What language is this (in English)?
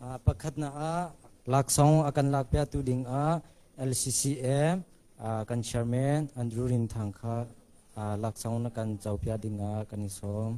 Hakha Chin